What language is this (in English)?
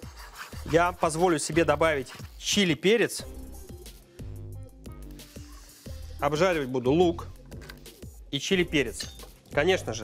Russian